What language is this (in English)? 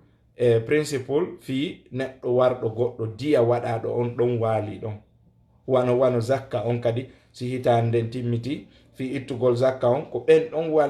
Fula